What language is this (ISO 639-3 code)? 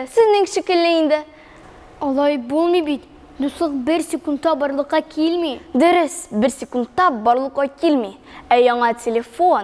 tat